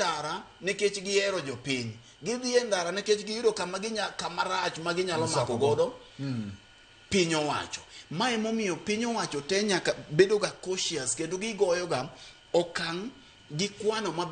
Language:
Luo (Kenya and Tanzania)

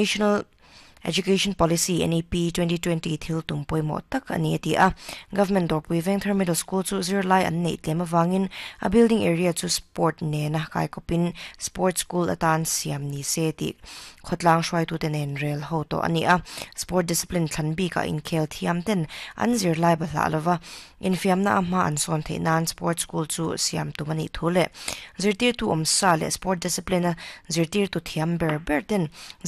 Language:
Mizo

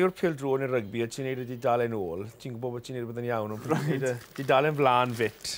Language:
Welsh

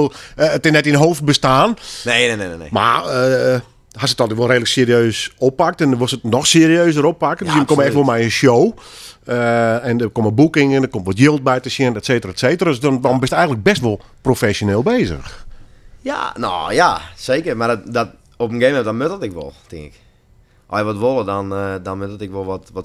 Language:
Western Frisian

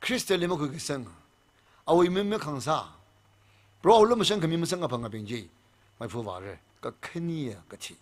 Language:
Tangkhul Naga (India)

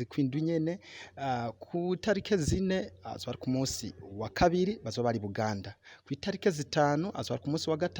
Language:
Rundi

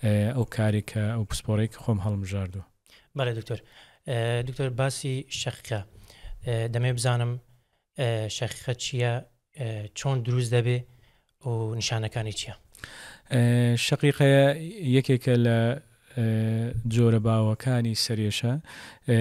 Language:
Central Kurdish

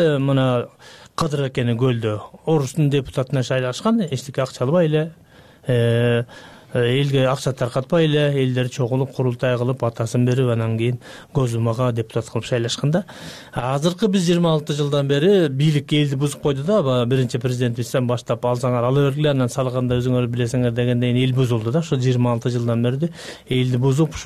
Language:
Kyrgyz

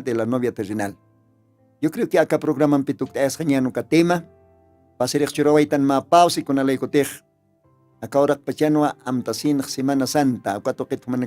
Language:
Aymara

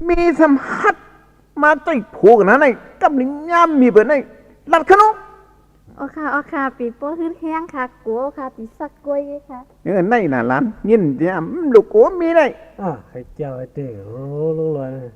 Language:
Shan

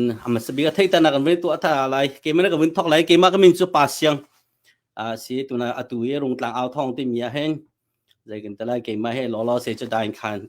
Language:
Hakha Chin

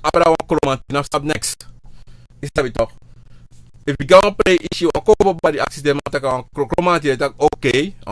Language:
Sranan Tongo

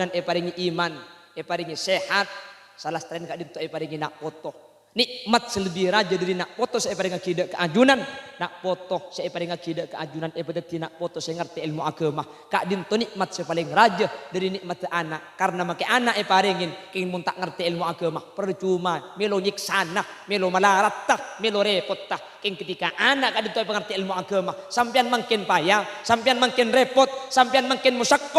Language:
Madurese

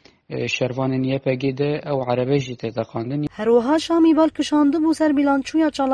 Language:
Kurdish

